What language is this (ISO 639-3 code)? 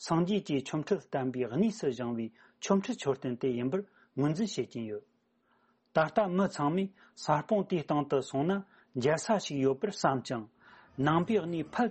bod